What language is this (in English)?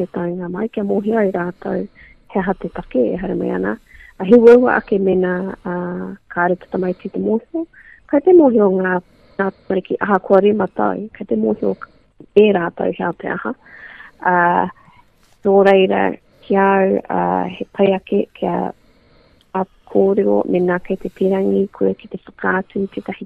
Māori